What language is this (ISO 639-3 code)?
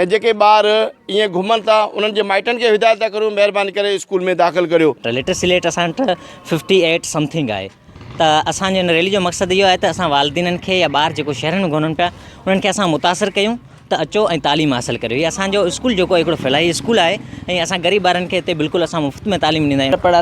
snd